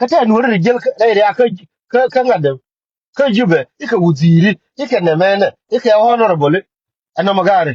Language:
Nuer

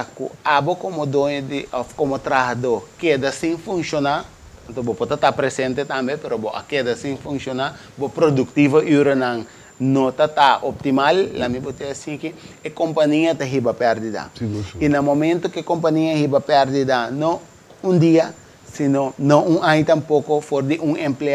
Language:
Papiamento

